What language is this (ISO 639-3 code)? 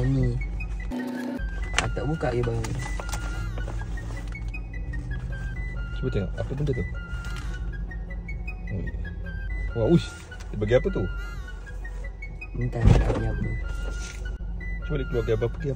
msa